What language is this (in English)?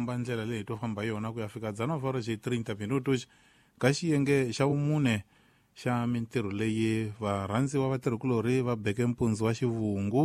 Tsonga